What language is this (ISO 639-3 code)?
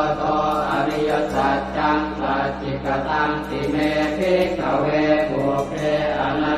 pli